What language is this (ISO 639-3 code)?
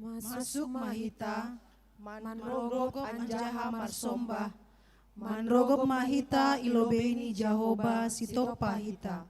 bts